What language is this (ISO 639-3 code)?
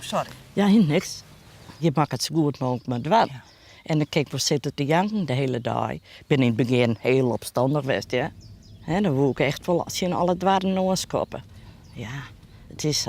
fry